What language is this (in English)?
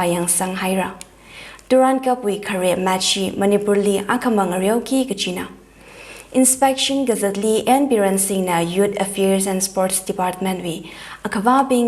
Tangkhul Naga (India)